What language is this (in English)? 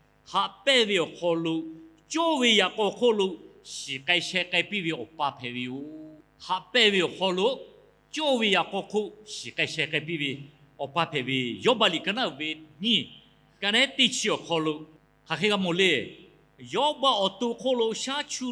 Lahu